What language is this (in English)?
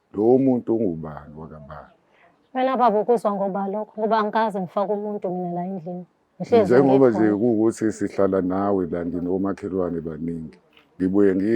Zulu